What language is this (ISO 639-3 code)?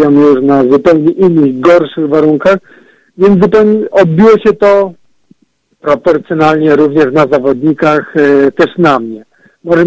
pol